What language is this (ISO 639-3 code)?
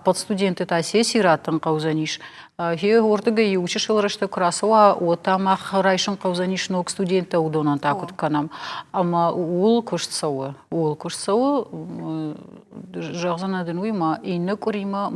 oss